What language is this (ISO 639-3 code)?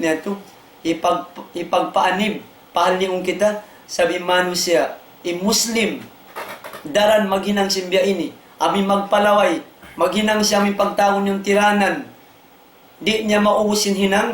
tsg